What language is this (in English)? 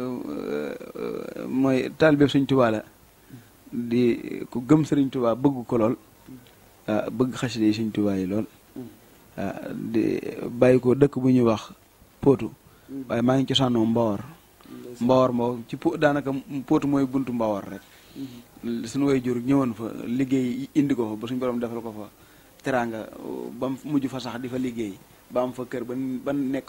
Wolof